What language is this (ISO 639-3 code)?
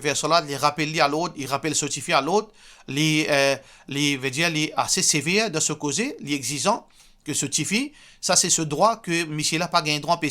mfe